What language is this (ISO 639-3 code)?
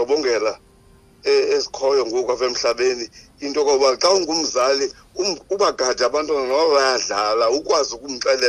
xho